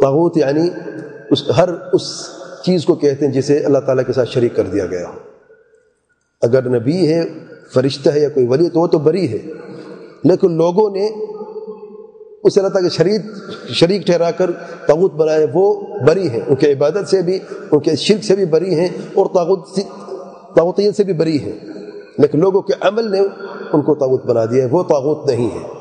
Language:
Urdu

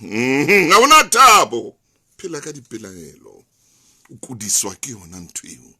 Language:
Southern Sotho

